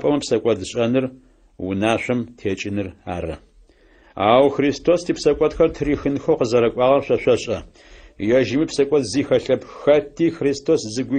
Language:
Adyghe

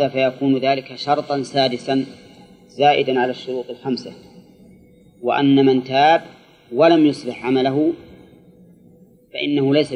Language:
Arabic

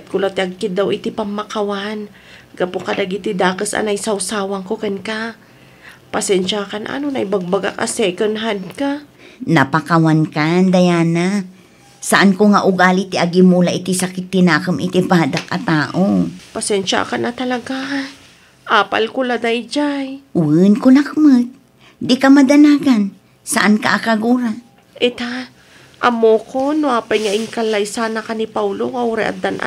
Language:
Iloko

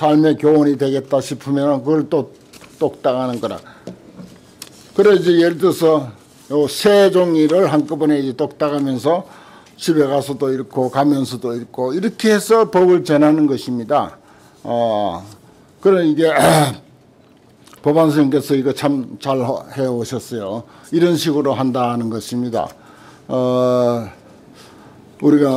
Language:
Korean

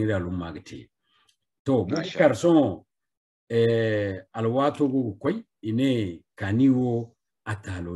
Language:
Zarma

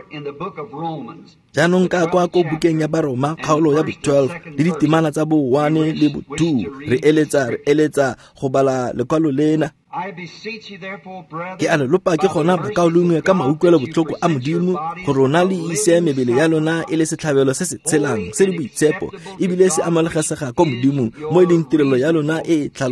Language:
Tswana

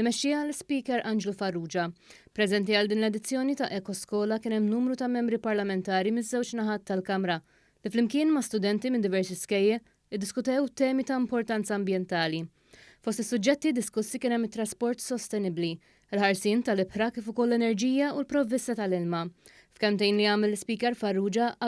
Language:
Maltese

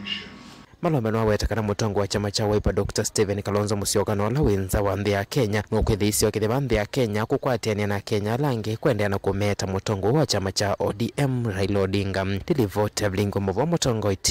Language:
Kamba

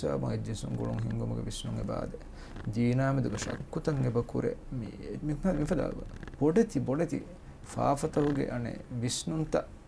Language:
Divehi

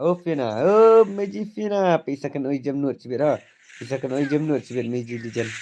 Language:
Khasi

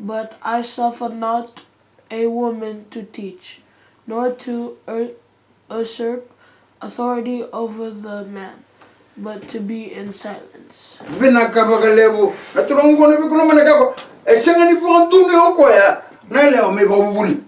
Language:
Fijian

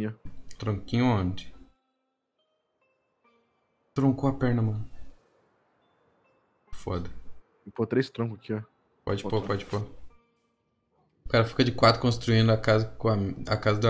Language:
Portuguese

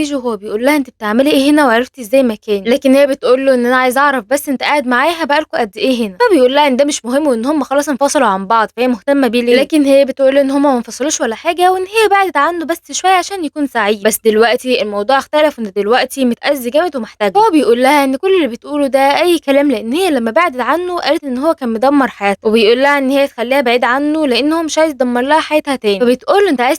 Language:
Egyptian Arabic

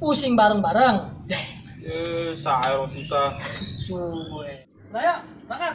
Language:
Betawi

